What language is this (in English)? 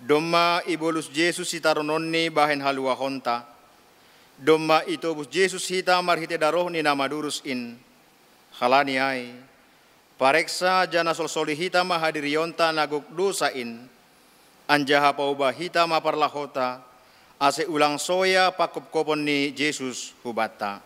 Batak Simalungun